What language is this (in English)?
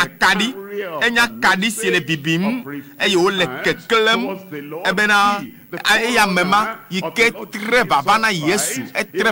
Ewe